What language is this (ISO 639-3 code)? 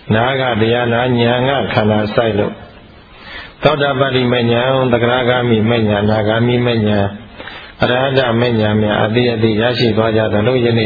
mya